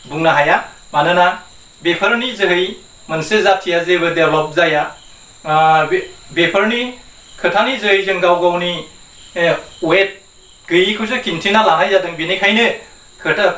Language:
Bodo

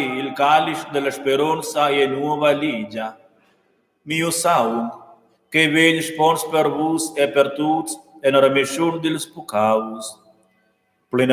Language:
Romansh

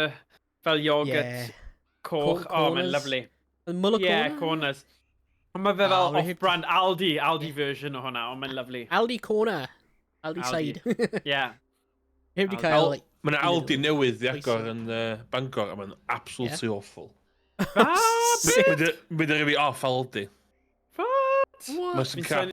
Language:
Welsh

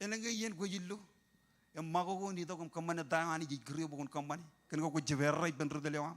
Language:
Marshallese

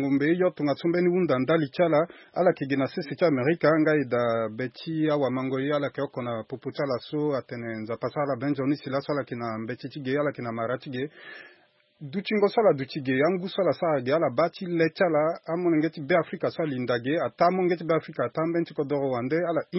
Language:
Sango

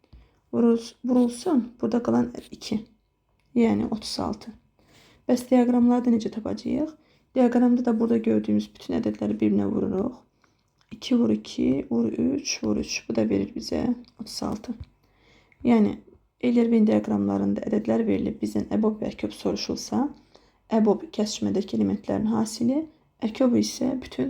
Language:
Azerbaijani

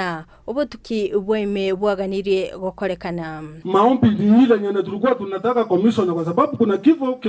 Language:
Gusii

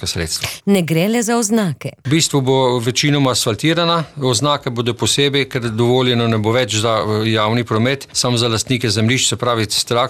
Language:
Slovenian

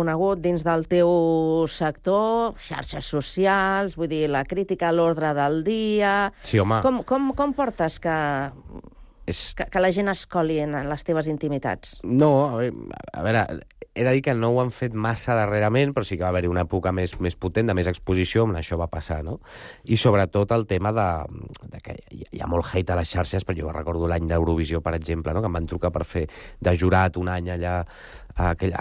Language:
Catalan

